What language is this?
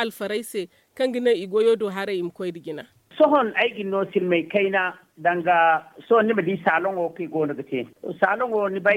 Zarma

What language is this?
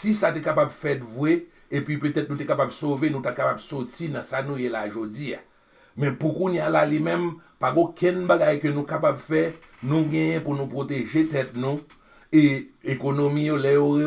Haitian Creole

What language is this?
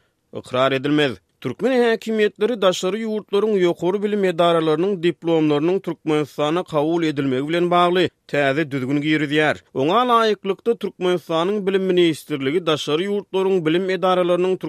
Turkmen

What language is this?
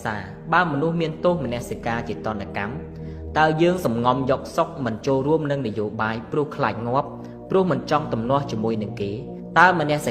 Khmer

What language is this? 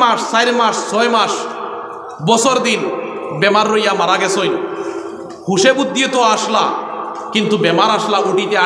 Sylheti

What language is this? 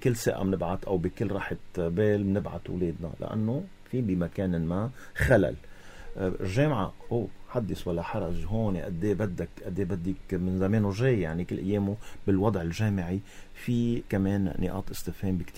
North Levantine Arabic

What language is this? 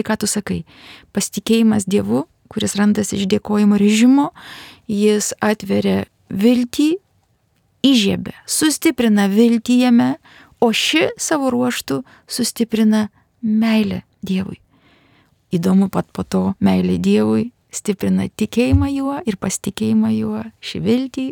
Lithuanian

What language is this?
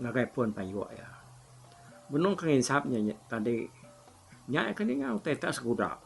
Iban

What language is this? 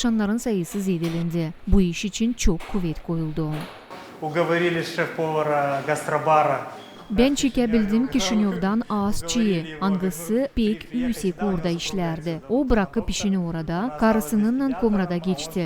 Gagauz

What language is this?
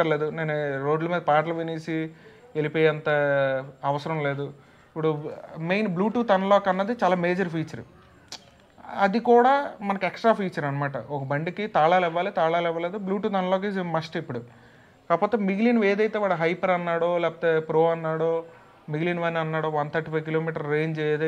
Telugu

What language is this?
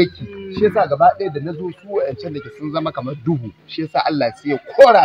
Hausa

